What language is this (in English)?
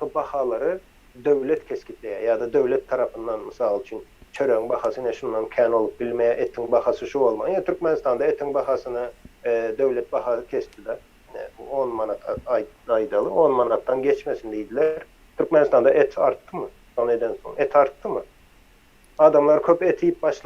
Turkmen